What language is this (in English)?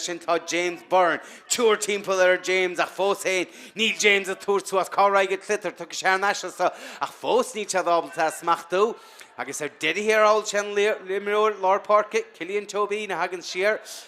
Irish